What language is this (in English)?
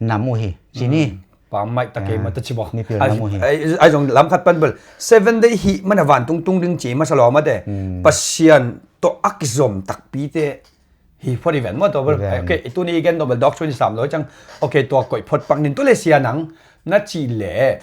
Tedim Chin